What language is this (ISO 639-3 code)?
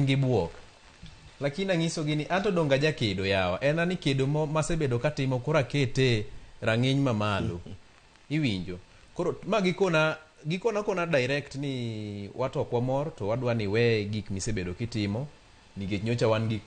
luo